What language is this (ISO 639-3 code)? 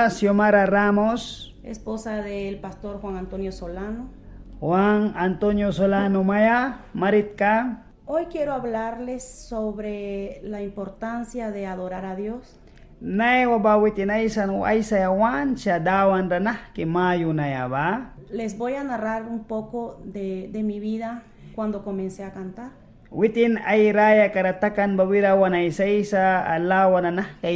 miq